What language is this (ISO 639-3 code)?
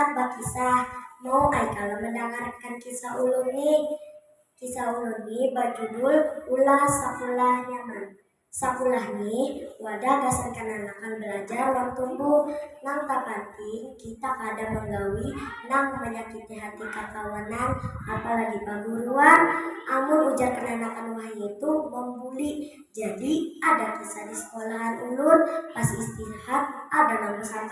bjn